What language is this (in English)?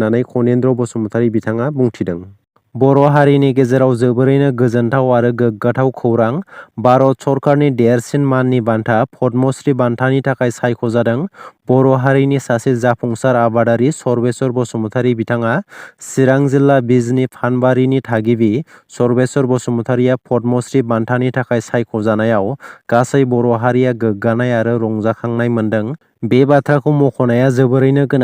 Bodo